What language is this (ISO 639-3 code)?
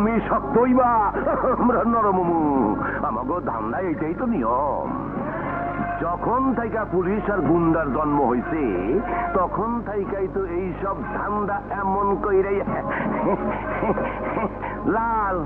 ben